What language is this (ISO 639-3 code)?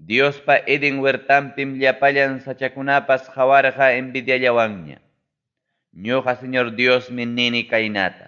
quy